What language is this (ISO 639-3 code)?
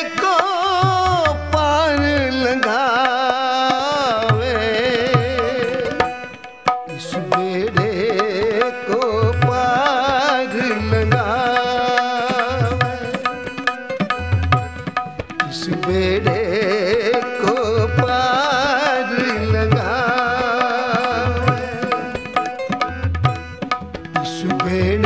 hin